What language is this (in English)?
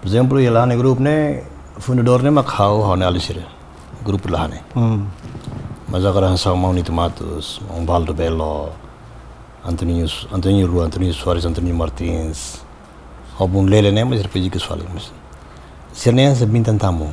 Tetum